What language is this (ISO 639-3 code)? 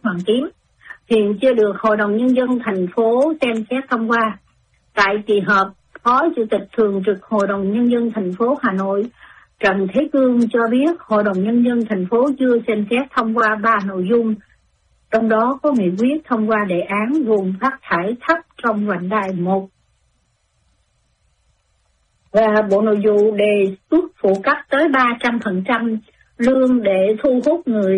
vie